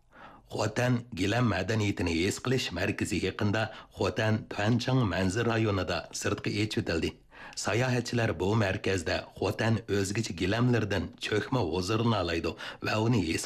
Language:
Uyghur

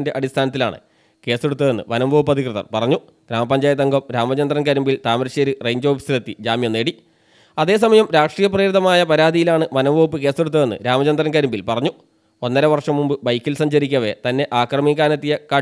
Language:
Malayalam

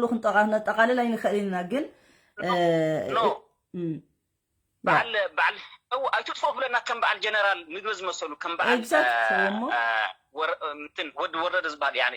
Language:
Tigrinya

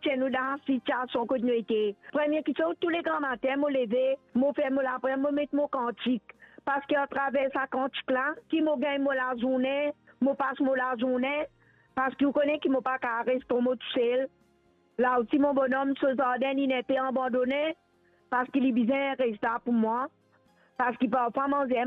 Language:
Morisyen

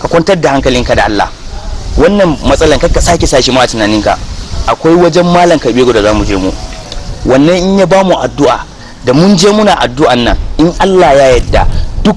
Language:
Hausa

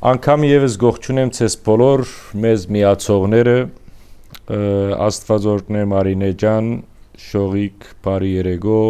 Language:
Western Armenian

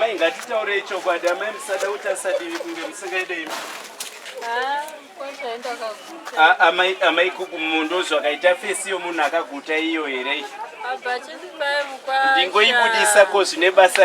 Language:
Shona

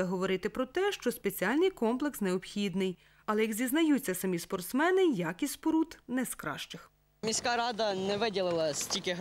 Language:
Ukrainian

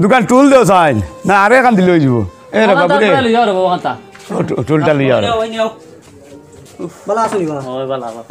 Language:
Sylheti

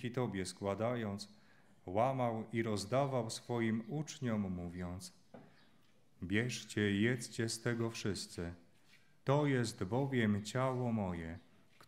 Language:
Polish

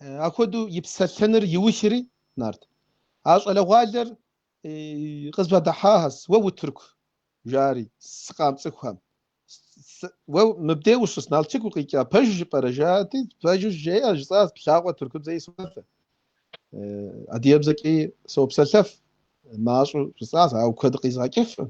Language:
Kabardian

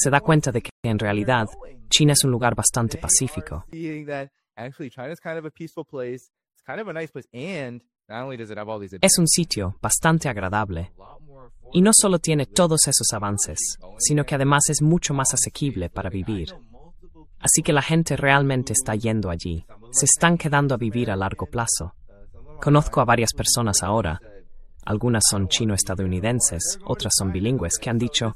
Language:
Spanish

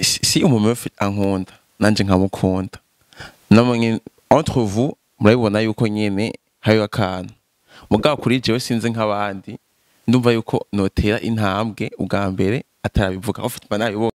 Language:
Rundi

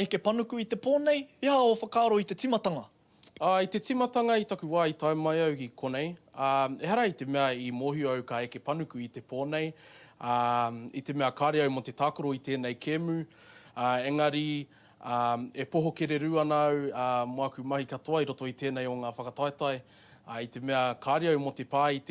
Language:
Māori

